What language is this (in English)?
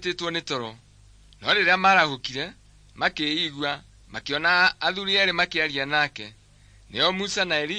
Kikuyu